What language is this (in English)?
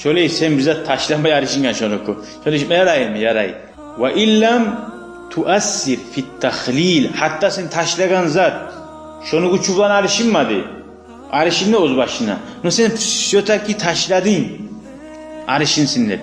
Kumyk